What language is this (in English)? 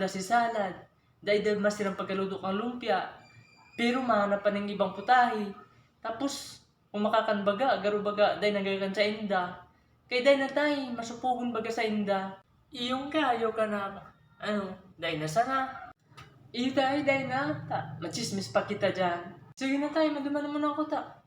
Bikol